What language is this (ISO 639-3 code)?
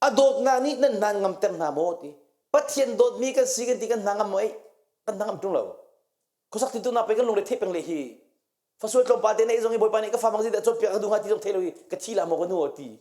cnh